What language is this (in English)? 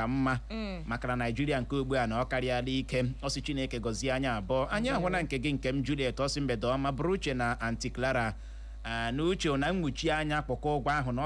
Igbo